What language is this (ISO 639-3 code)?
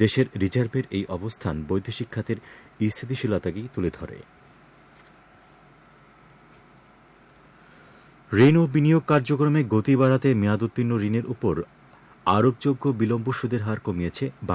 ben